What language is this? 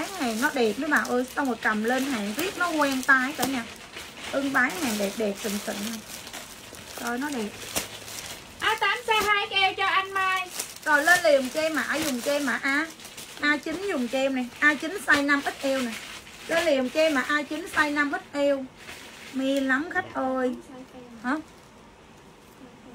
Vietnamese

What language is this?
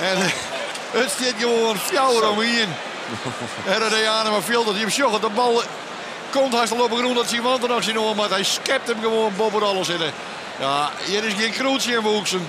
Western Frisian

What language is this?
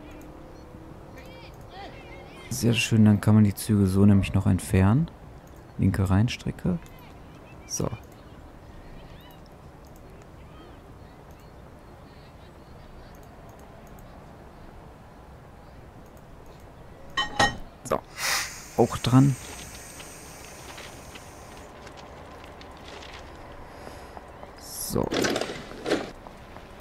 German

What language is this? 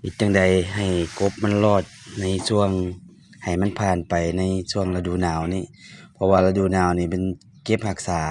Lao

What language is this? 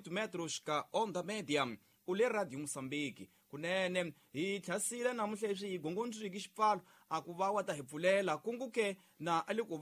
Tsonga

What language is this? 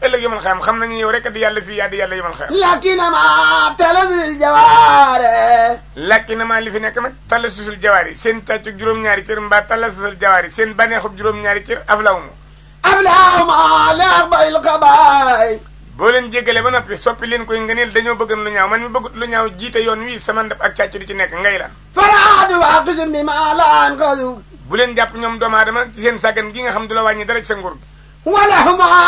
Wolof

